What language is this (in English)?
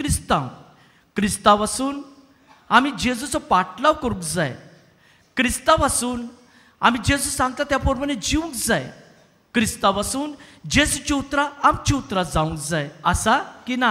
Konkani